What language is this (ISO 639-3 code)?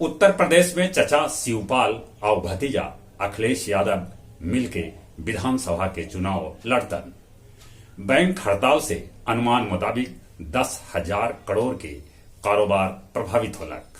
mag